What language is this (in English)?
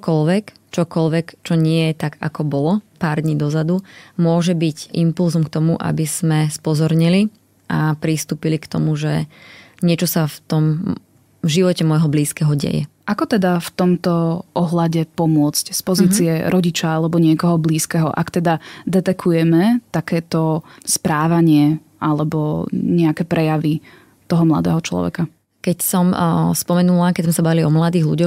Slovak